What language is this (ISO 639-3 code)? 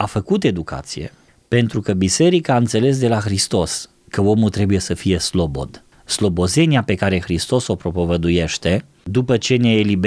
ron